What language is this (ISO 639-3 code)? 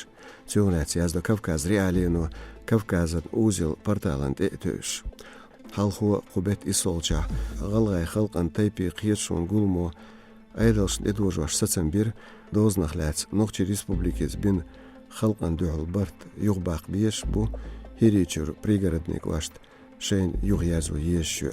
che